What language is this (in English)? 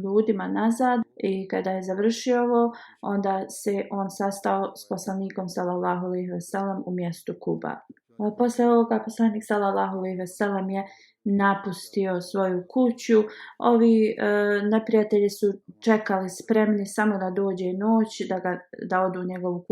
Bosnian